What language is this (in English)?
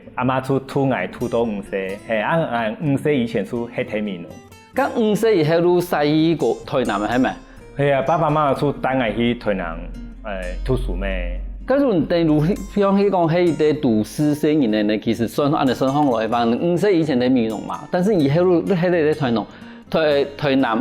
Hakka Chinese